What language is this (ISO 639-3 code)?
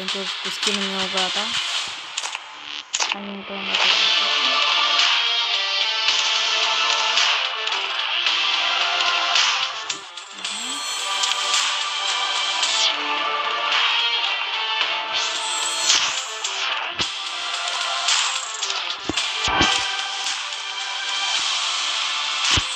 ron